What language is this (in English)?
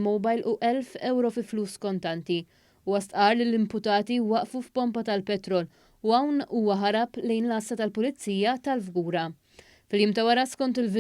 Maltese